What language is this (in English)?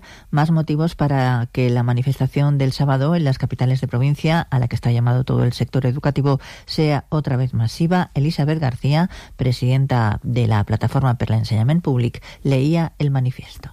Spanish